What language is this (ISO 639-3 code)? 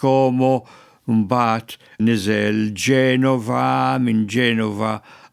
mlt